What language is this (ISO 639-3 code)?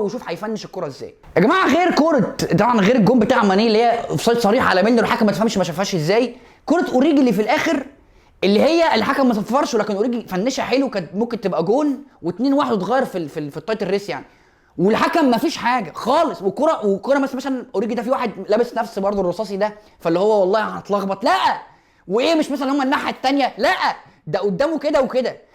arz